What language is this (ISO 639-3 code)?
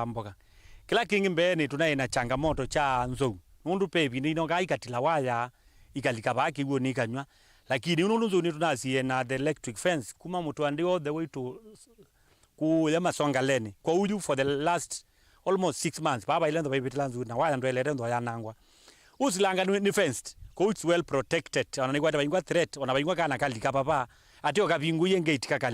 kam